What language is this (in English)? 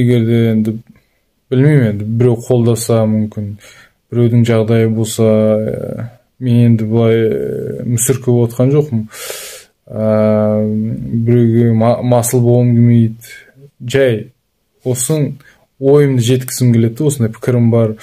Kazakh